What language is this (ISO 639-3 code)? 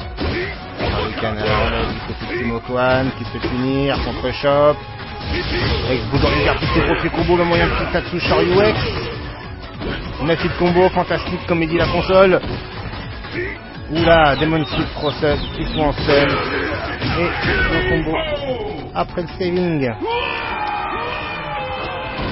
fra